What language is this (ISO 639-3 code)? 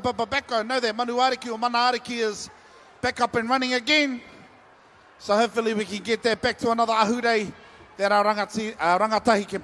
mri